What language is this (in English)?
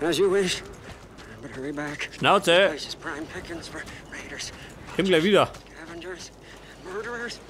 Bavarian